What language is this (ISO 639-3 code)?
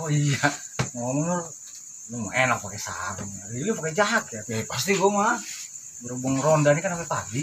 bew